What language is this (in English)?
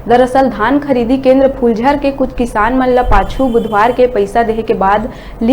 Chhattisgarhi